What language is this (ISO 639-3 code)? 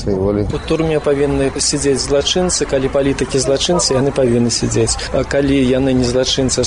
bel